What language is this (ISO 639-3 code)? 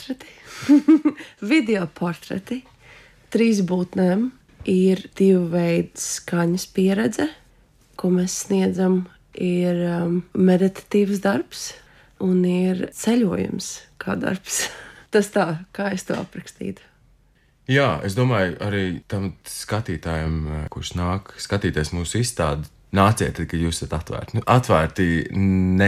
lav